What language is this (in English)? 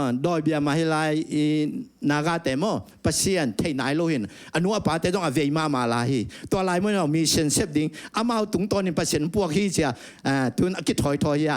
Tedim Chin